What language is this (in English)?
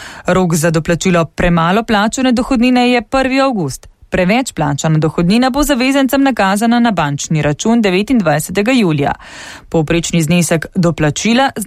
Slovenian